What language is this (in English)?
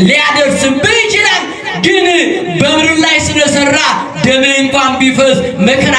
Amharic